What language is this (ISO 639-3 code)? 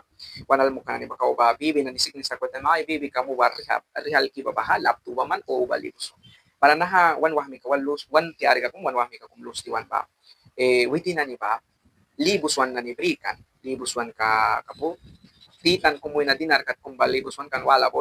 miq